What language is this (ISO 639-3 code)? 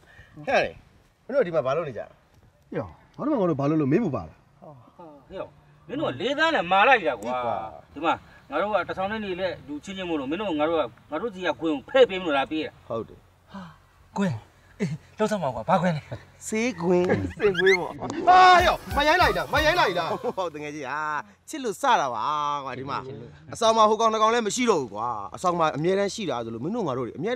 mya